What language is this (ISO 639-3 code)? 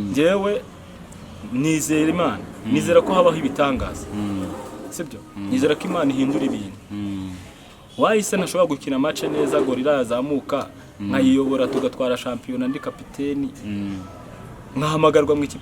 kin